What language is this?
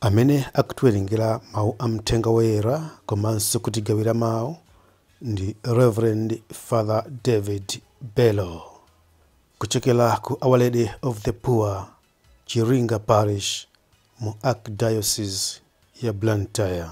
Nyanja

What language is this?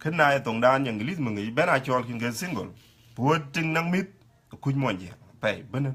Dinka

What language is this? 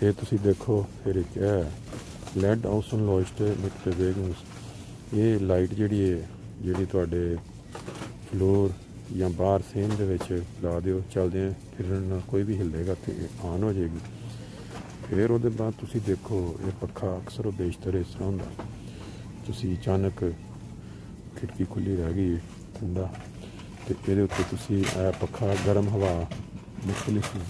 Punjabi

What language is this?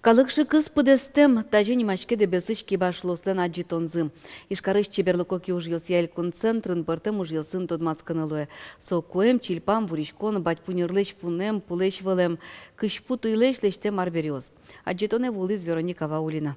Udmurt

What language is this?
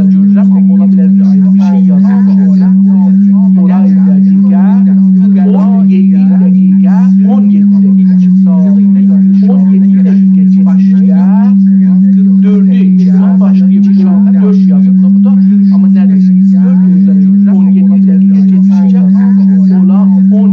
South Azerbaijani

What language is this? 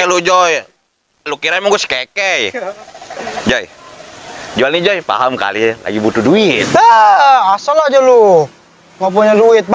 Betawi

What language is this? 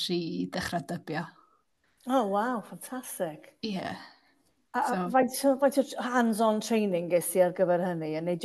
Welsh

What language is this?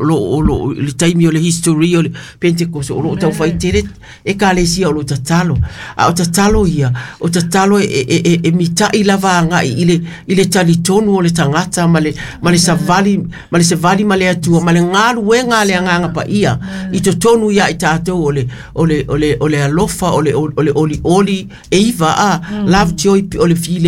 Samoan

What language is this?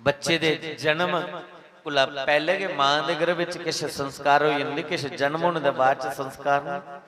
Dogri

